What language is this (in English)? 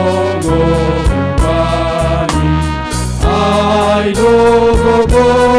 Batak Simalungun